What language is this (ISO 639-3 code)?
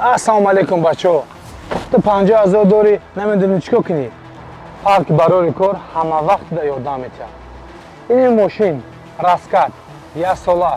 tgk